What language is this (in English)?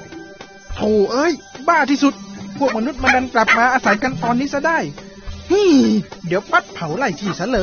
Thai